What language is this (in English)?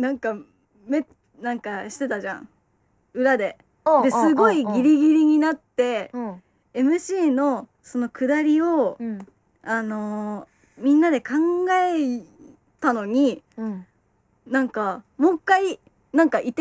Japanese